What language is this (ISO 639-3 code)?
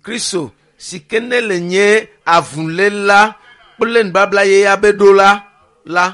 ewe